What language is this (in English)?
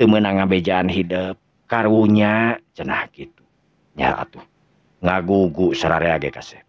Sundanese